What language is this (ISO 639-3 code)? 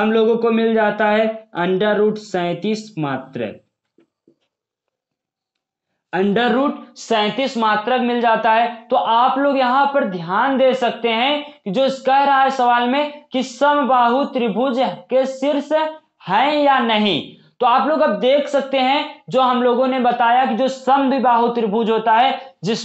hin